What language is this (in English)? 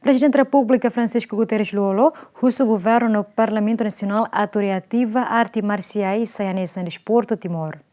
Tetum